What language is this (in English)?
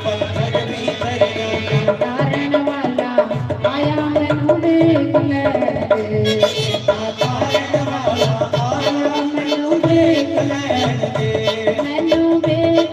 Dogri